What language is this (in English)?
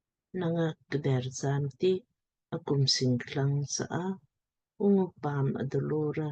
Lamkang